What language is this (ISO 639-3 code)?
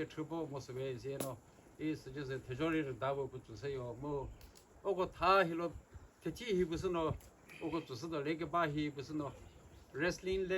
nri